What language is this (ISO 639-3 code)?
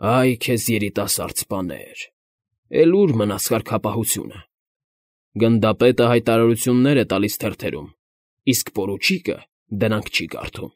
hye